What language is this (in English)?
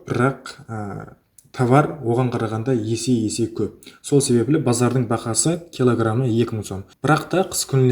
Kara-Kalpak